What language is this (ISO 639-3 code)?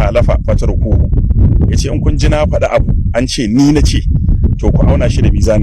hau